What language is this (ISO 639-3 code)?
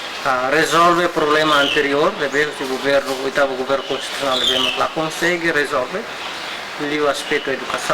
tet